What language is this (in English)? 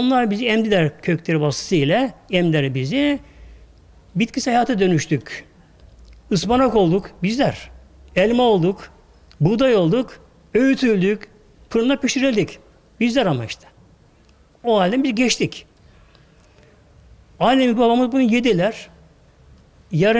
Turkish